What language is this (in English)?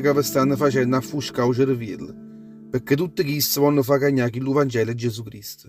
Neapolitan